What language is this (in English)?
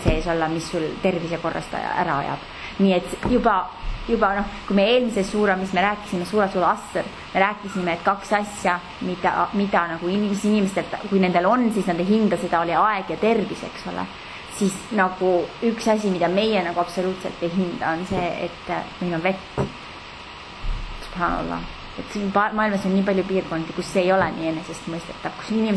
Estonian